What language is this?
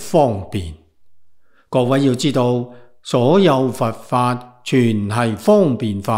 Cantonese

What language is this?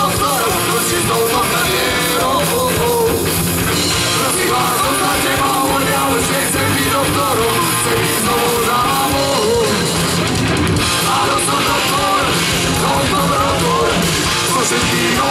Slovak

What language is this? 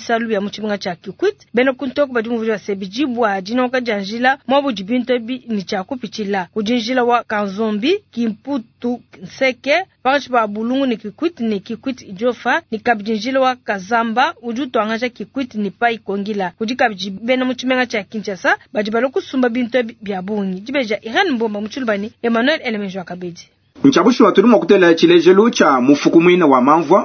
Luba-Lulua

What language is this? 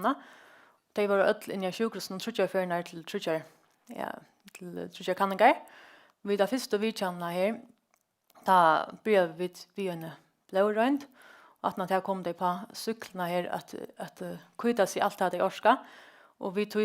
Faroese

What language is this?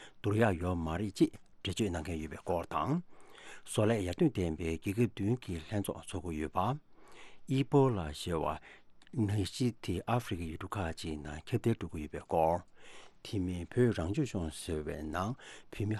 Tibetan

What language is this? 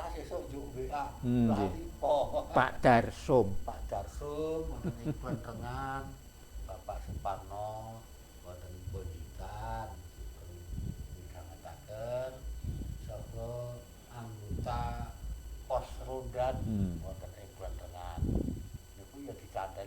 Javanese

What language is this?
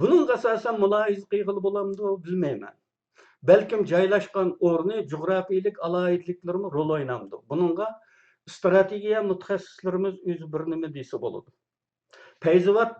Uyghur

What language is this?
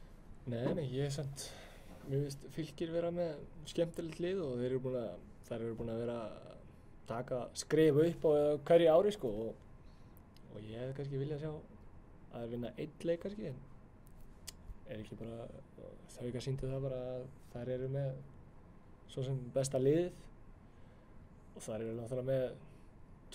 Icelandic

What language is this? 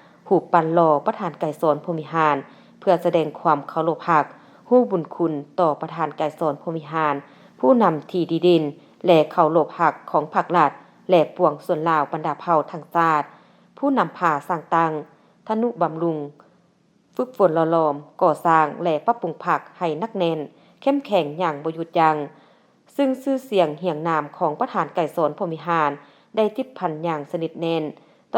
Lao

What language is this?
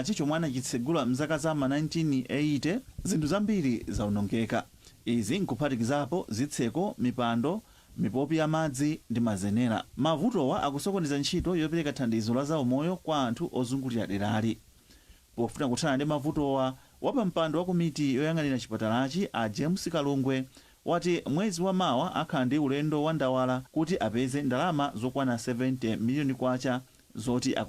Nyanja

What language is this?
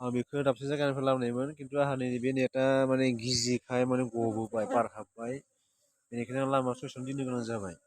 Bodo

